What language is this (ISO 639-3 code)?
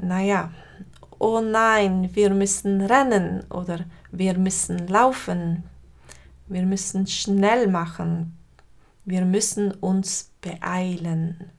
gsw